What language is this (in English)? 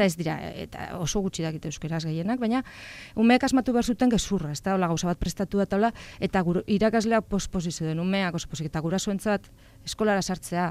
Basque